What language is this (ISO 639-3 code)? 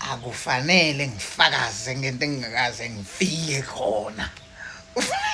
zul